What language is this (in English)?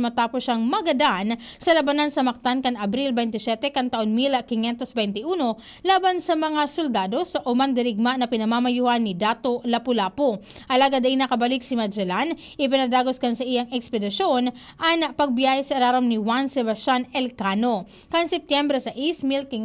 Bikol